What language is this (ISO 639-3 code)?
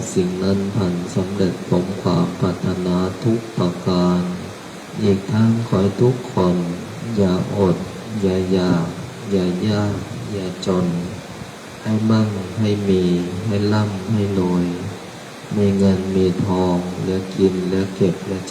pli